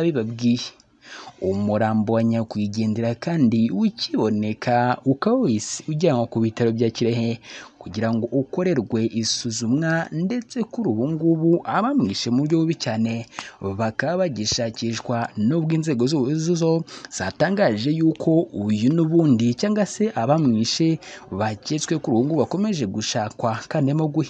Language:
Kinyarwanda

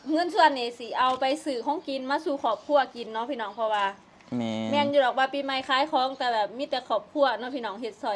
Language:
Northeastern Thai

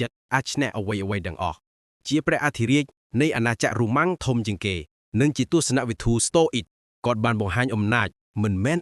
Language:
Khmer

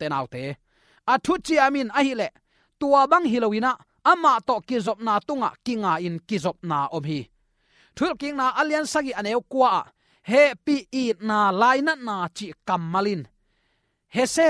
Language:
Tedim Chin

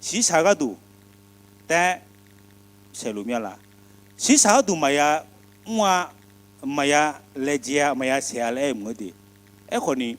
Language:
Akha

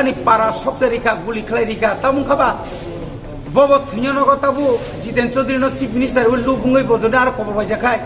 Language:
Kok Borok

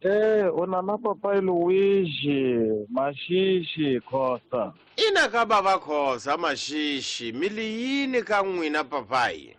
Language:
Tsonga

